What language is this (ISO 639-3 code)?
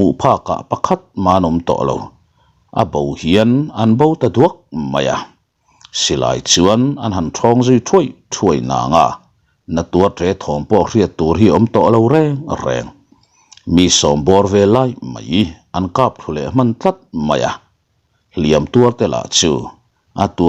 lus